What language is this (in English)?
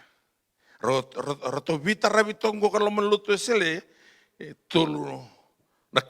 Fijian